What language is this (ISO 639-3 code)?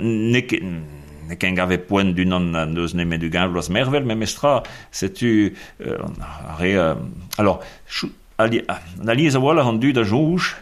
bre